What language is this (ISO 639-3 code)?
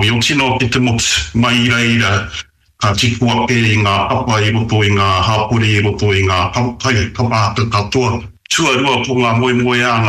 mri